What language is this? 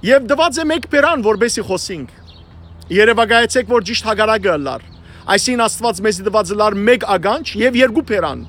Western Armenian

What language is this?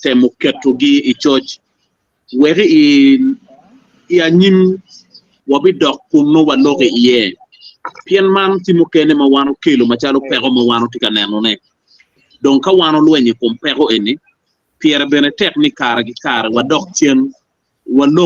Acoli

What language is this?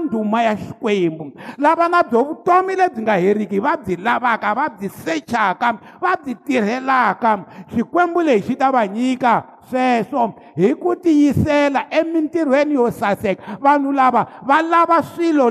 Tsonga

